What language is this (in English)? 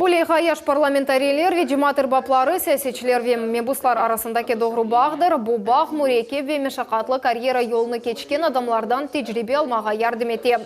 Crimean Tatar